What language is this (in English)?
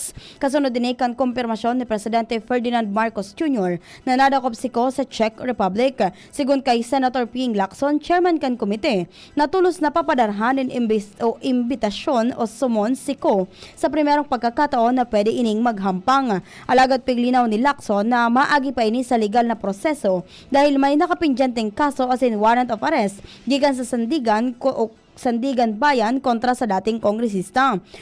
Bikol